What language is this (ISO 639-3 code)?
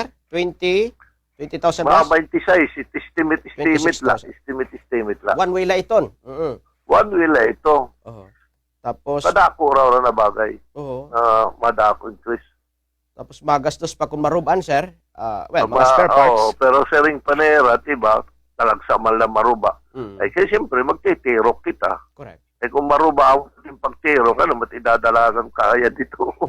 war